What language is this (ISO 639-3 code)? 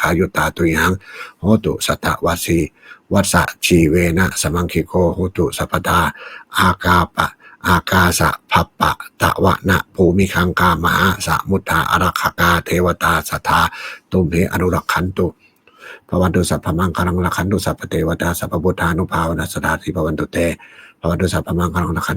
pli